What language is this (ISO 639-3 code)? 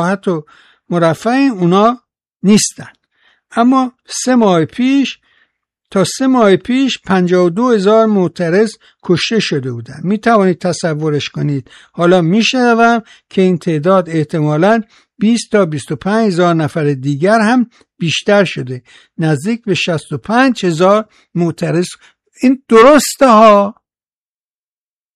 fas